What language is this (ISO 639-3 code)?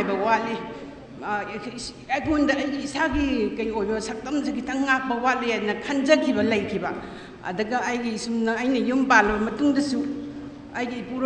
mni